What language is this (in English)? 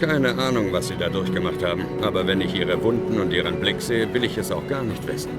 Bavarian